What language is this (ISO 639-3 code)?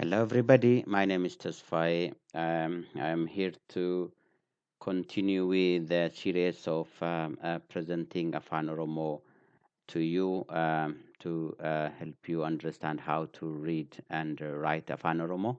eng